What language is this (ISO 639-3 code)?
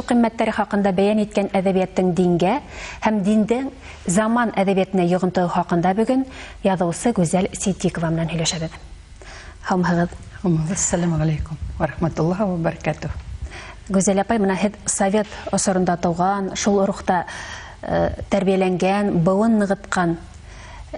bak